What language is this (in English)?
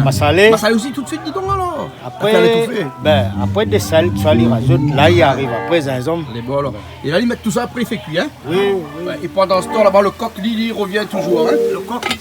Réunion Creole French